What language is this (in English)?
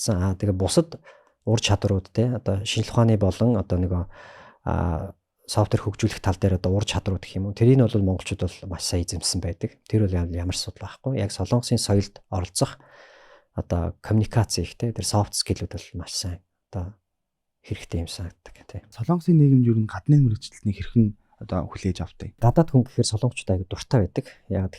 Mongolian